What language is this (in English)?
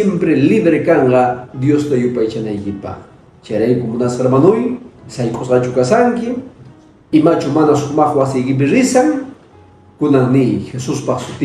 Quechua